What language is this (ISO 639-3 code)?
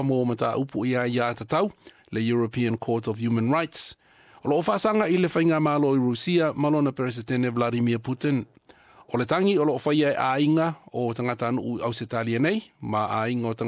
smo